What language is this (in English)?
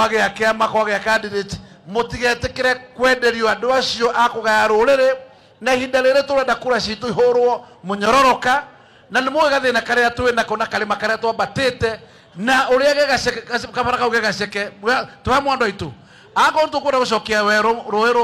Kikuyu